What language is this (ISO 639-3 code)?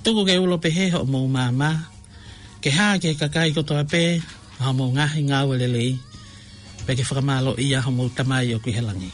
ton